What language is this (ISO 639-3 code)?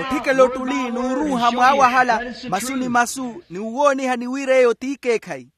vmw